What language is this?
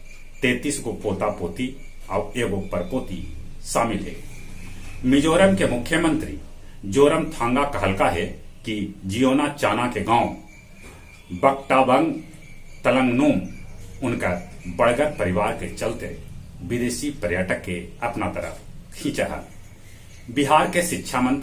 Magahi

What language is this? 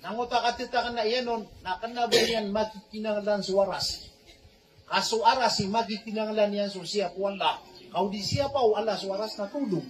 Maranao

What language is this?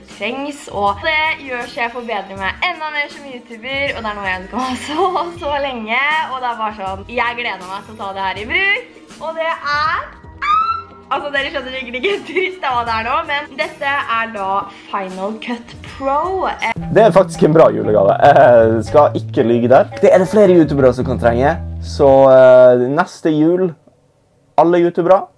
Norwegian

